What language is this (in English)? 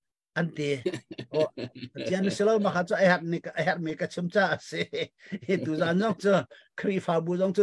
Hakha Chin